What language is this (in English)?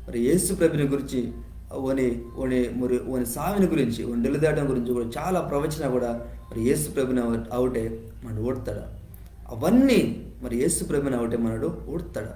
Koya